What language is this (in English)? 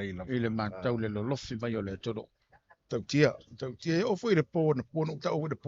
Samoan